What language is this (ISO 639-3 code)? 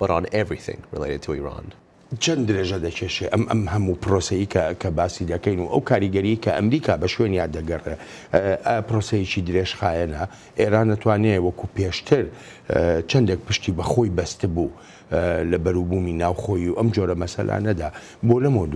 ckb